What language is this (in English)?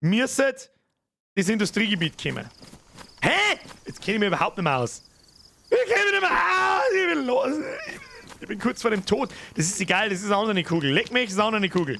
Bavarian